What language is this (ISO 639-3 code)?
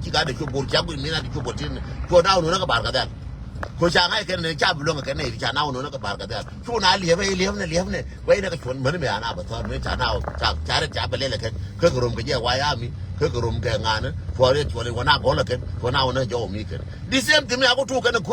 nus